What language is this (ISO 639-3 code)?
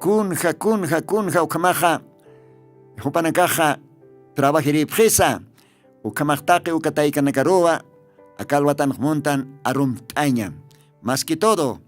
aym